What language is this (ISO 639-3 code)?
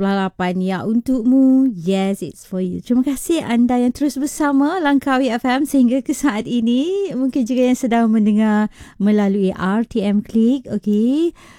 msa